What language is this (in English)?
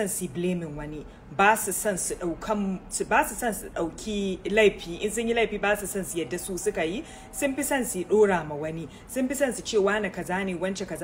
Hausa